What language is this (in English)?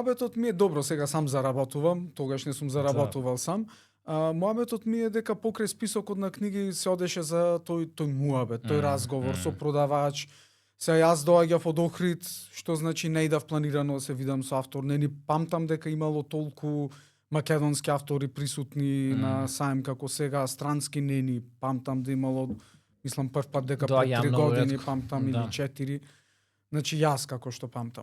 Macedonian